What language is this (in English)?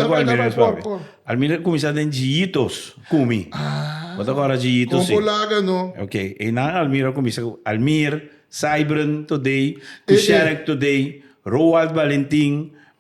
Papiamento